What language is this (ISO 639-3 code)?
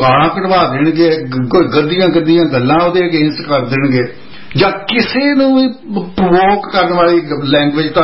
pan